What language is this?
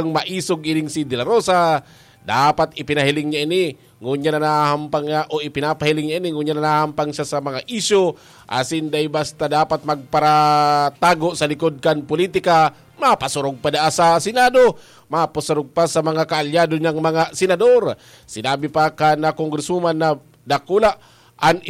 Bikol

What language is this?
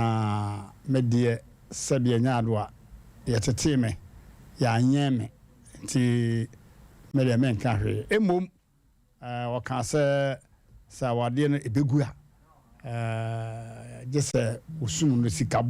Akan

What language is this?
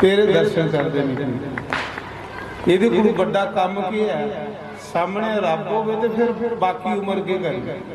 Dogri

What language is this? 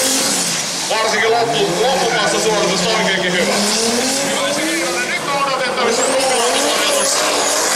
Finnish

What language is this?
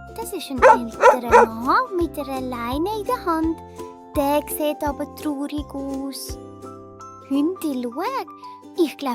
Swiss German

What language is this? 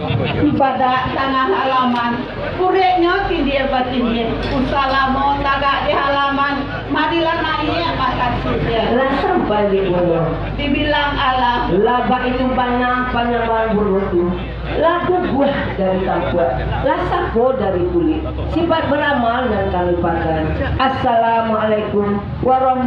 Minangkabau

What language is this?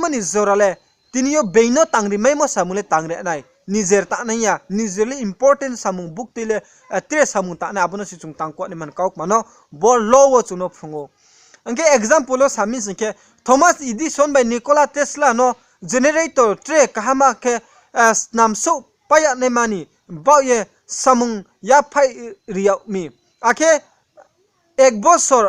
Riang (India)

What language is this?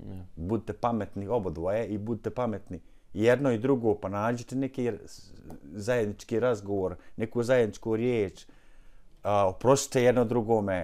Bosnian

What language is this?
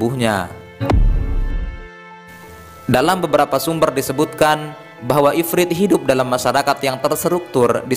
Indonesian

